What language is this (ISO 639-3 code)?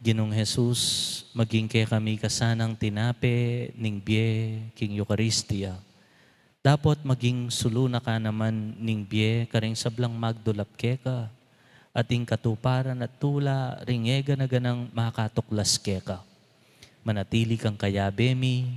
pam